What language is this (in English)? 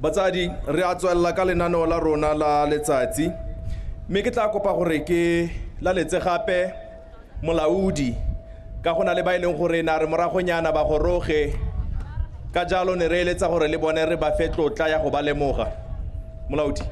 Tswana